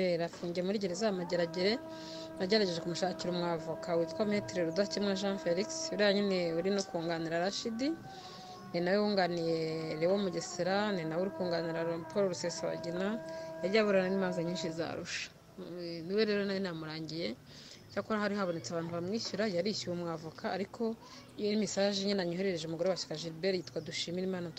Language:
Kinyarwanda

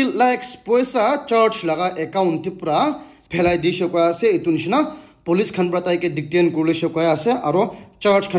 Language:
Naga Pidgin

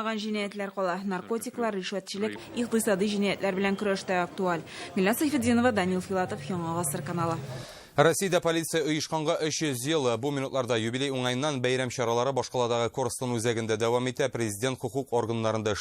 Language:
Tatar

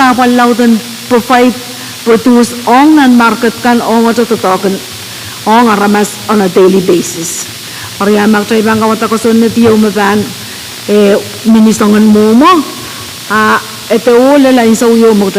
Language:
Pohnpeian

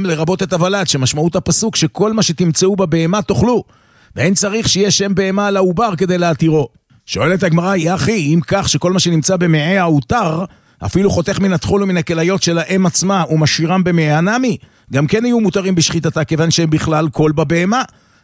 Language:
Hebrew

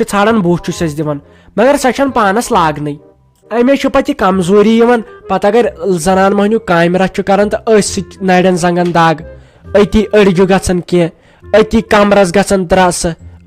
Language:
Kashmiri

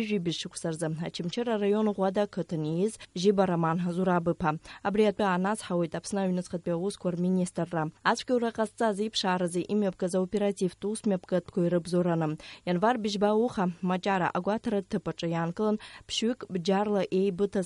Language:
Abkhazian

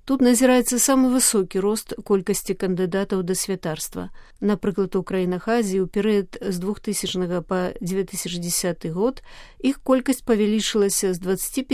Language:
Belarusian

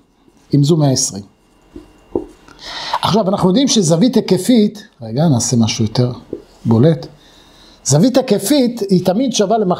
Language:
Hebrew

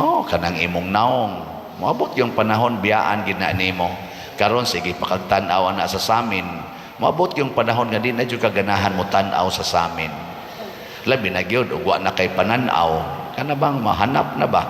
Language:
Cebuano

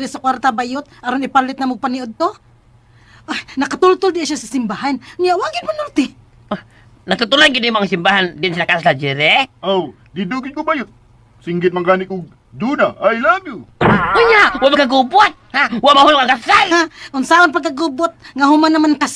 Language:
Cebuano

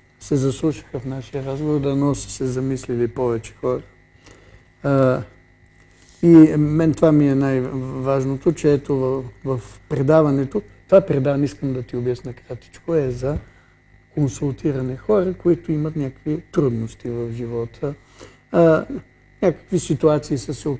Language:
Bulgarian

